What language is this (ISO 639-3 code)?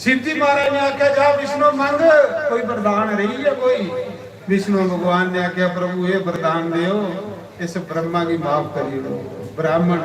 doi